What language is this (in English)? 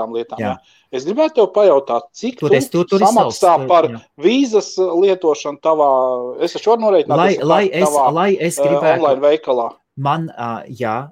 Latvian